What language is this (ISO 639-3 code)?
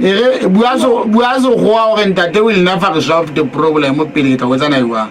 sot